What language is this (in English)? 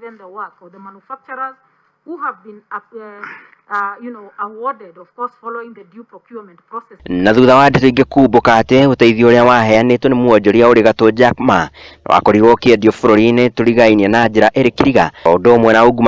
Kikuyu